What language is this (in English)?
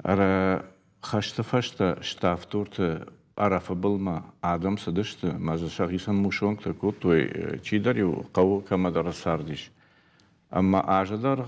Ossetic